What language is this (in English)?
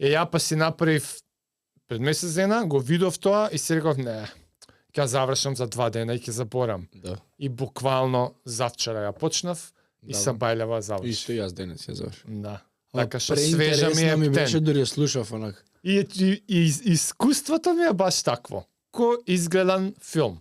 Macedonian